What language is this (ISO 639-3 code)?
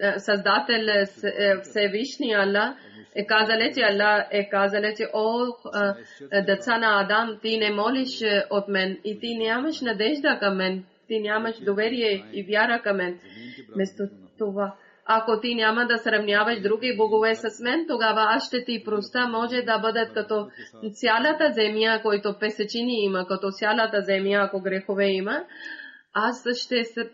bul